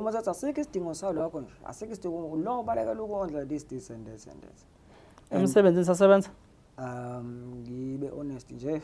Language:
Zulu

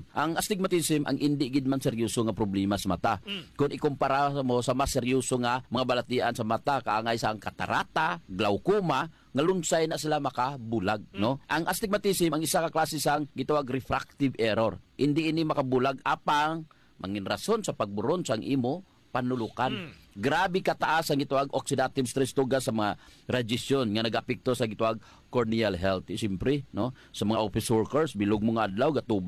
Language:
Hiligaynon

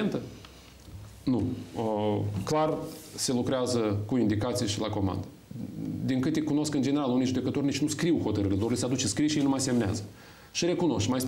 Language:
Romanian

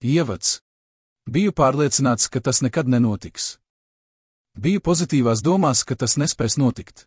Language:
Latvian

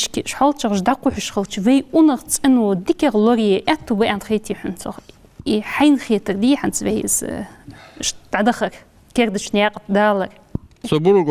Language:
Ingush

